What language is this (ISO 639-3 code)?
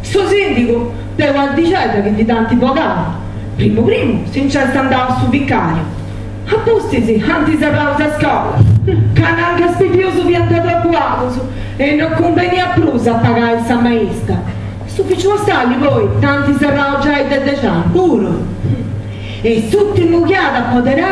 srd